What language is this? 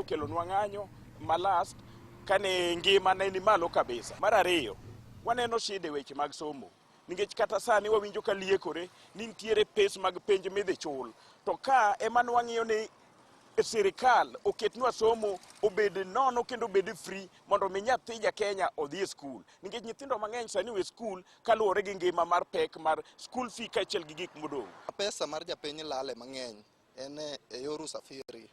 Luo (Kenya and Tanzania)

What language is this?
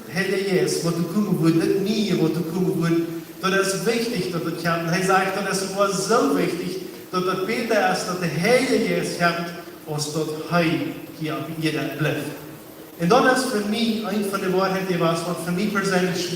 Plautdietsch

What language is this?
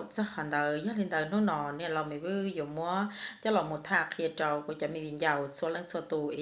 Hmong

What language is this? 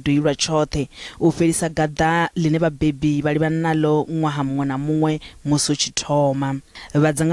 Venda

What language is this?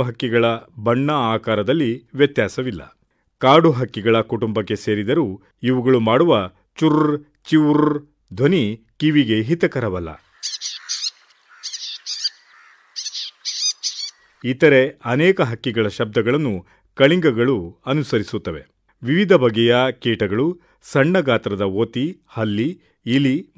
Kannada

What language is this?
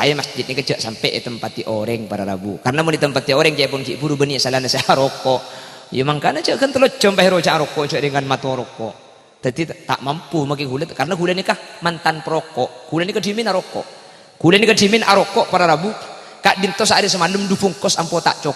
Madurese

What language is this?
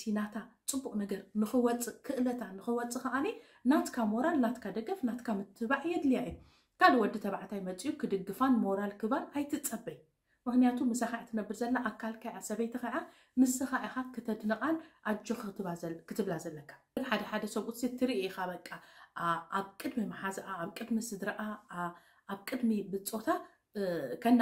Tigrinya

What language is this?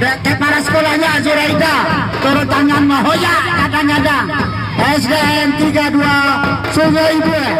Minangkabau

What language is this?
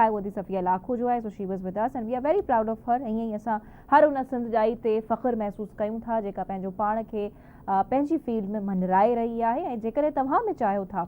Sindhi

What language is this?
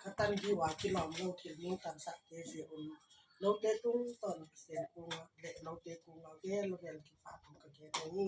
Tedim Chin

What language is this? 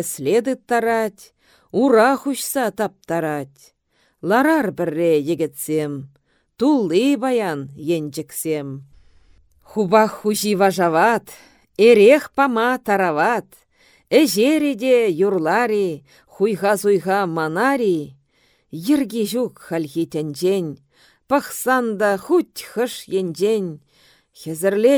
Chuvash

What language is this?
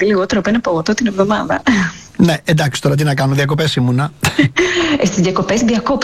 Greek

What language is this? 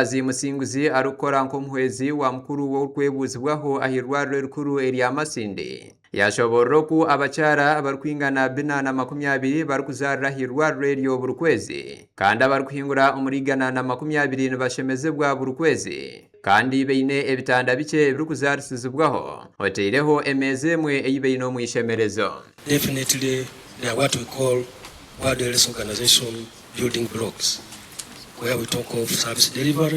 Nyankole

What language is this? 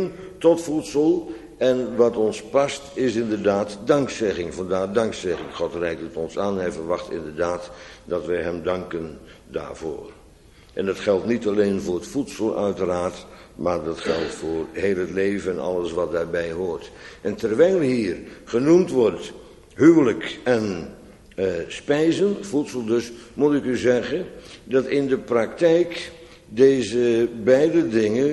Dutch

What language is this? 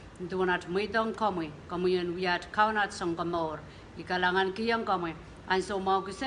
Pohnpeian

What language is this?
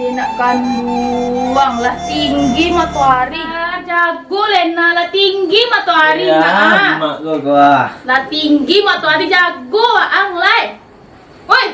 Minangkabau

